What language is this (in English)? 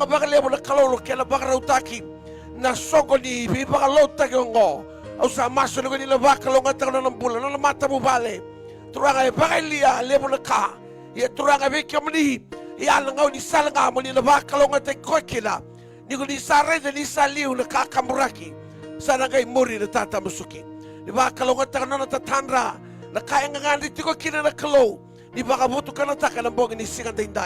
Fijian